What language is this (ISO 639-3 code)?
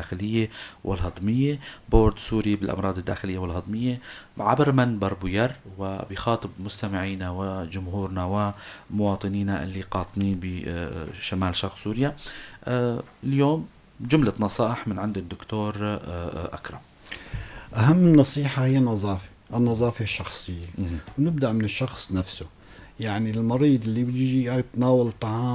apc